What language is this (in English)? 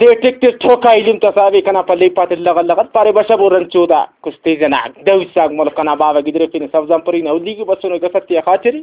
Brahui